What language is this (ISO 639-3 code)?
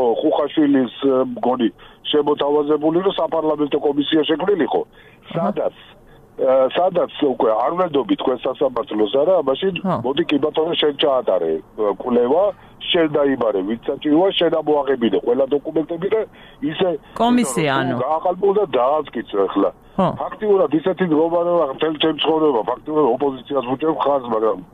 kat